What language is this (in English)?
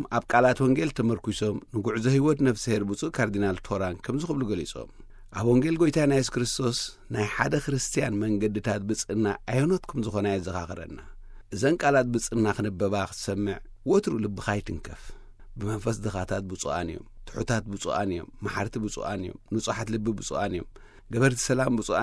Tigrinya